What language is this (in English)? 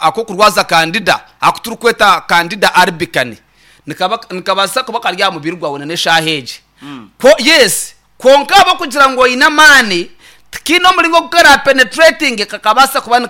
Nyankole